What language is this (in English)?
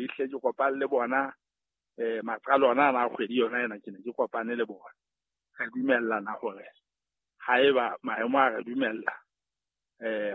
Southern Sotho